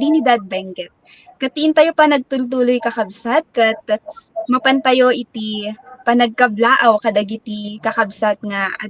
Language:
Iloko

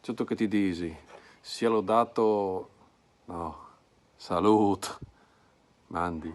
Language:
Friulian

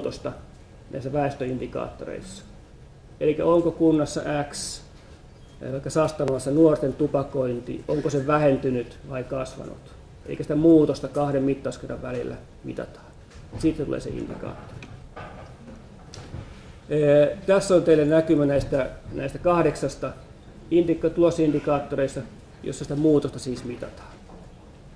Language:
Finnish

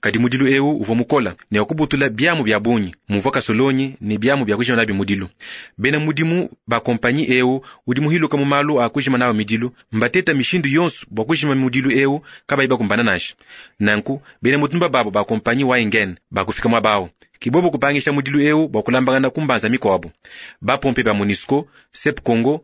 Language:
Luba-Lulua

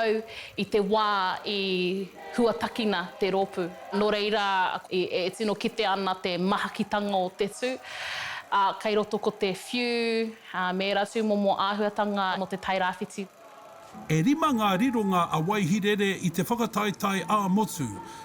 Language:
Māori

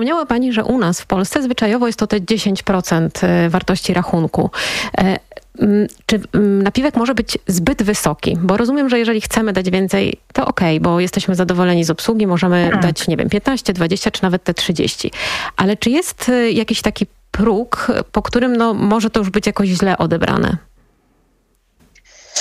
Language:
Polish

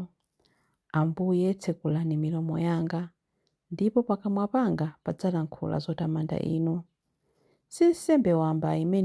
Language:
Nyanja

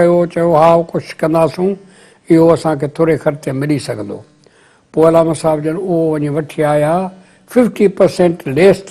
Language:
Sindhi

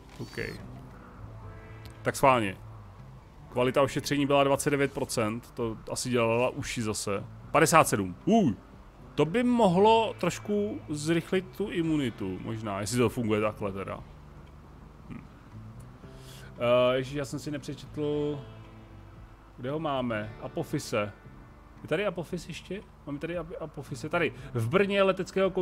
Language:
Czech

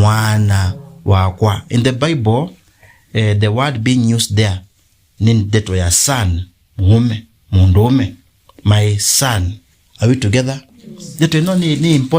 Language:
Kamba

